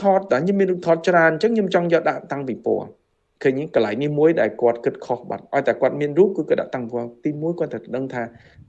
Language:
Khmer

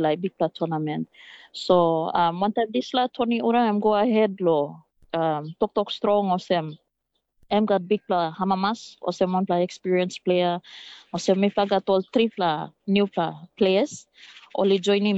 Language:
Tok Pisin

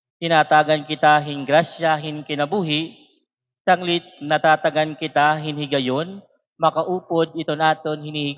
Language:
Waray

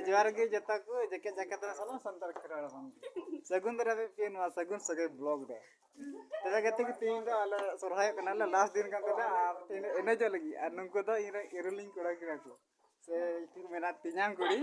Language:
Santali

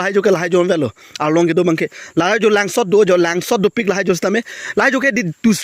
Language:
Karbi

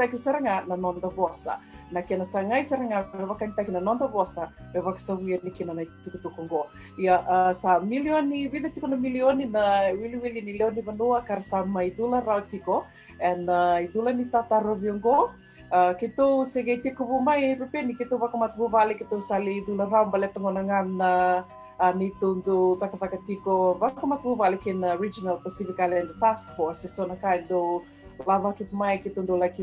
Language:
Fijian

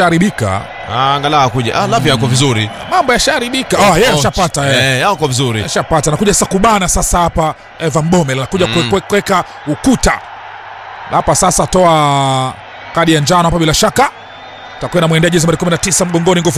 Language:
Swahili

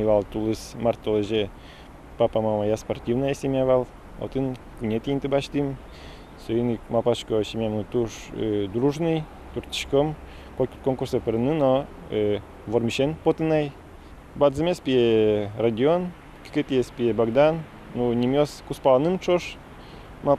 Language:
Udmurt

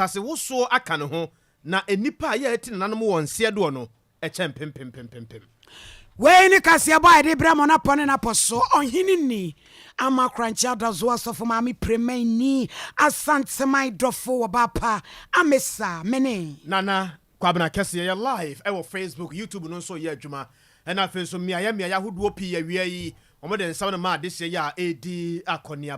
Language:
Akan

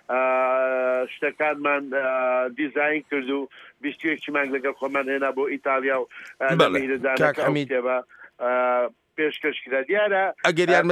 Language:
Central Kurdish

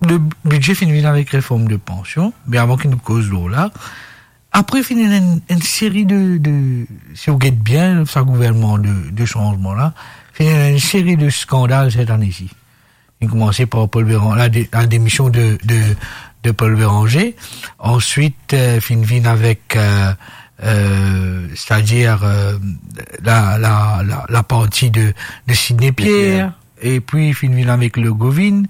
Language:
Morisyen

